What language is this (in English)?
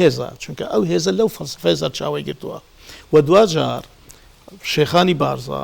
Central Kurdish